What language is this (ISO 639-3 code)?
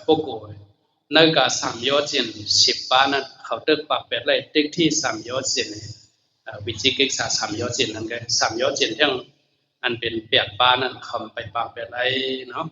shn